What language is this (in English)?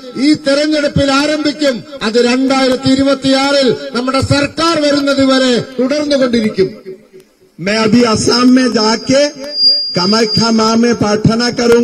Malayalam